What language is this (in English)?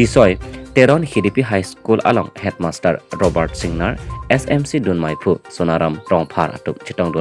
Karbi